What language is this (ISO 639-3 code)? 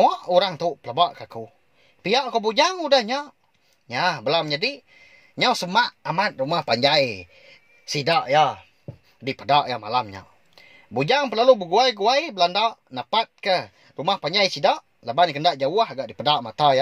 iba